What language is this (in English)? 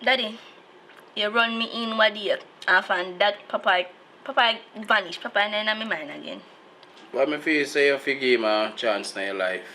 Jamaican Creole English